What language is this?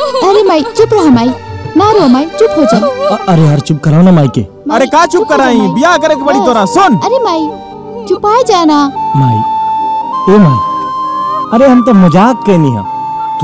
Bhojpuri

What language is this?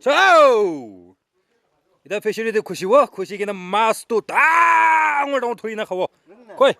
Naga Pidgin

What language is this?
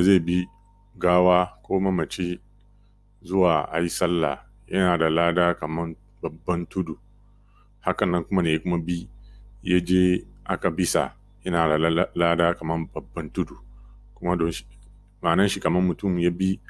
Hausa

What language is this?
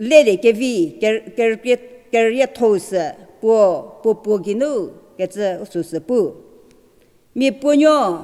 Angami Naga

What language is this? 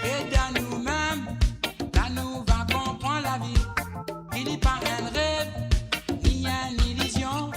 Morisyen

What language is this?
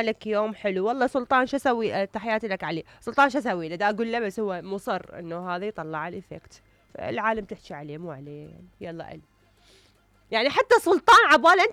Mesopotamian Arabic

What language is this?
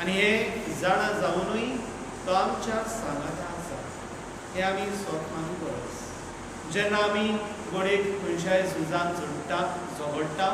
Konkani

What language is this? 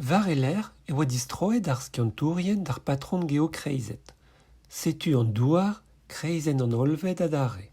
Breton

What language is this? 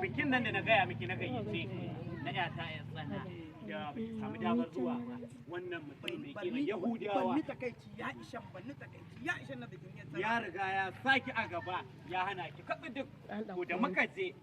Hausa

